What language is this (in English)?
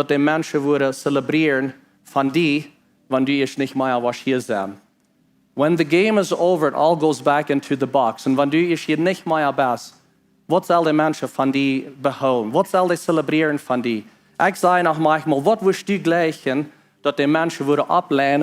Plautdietsch